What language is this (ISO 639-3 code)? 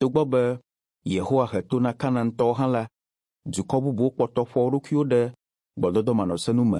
ewe